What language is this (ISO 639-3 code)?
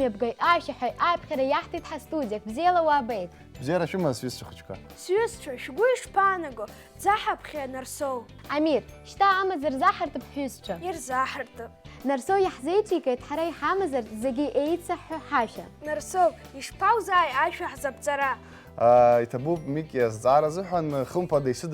abk